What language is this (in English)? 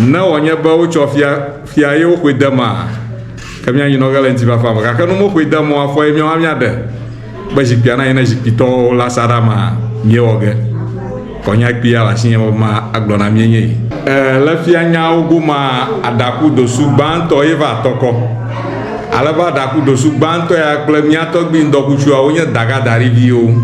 Ewe